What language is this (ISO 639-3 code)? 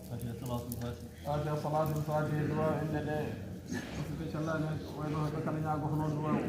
ful